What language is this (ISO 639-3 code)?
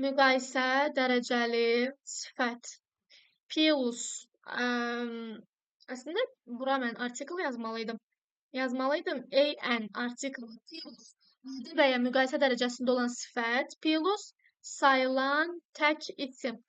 aze